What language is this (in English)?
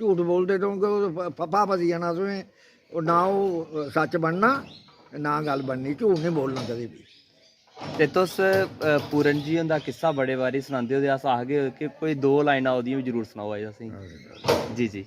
Dogri